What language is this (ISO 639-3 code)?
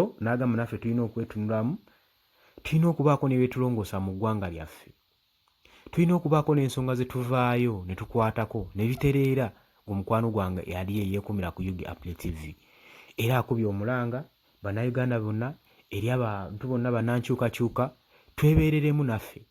lug